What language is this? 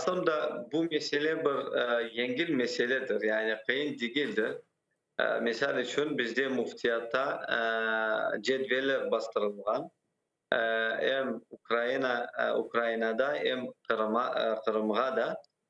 Crimean Tatar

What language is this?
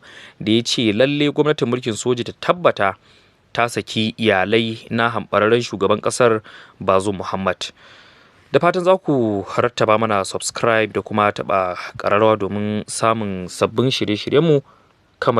Hausa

